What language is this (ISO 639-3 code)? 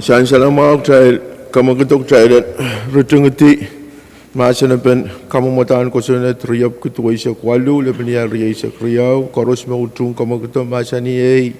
pon